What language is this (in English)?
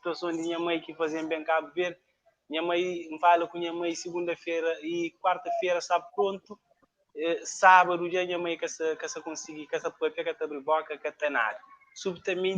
Kabuverdianu